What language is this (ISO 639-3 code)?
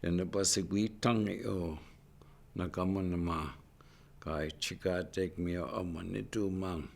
ciw